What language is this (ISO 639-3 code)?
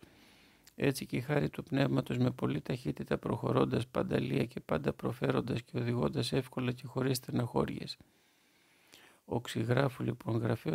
ell